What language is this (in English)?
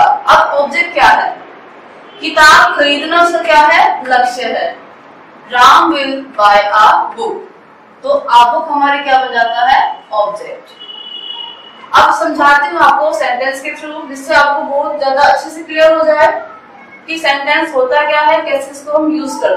Hindi